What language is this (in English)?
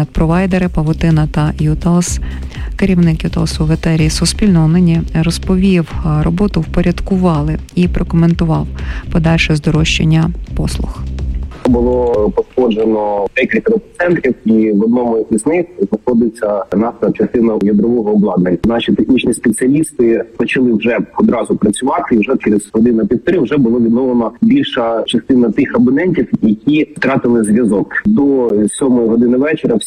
Ukrainian